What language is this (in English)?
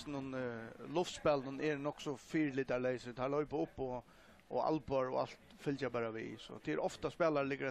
Faroese